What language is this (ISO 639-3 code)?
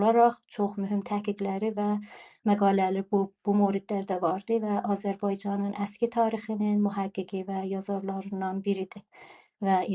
azb